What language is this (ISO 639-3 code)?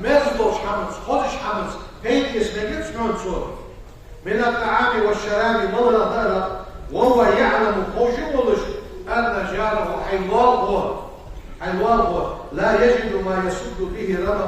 inh